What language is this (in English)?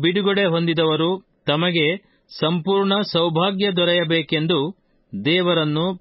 Kannada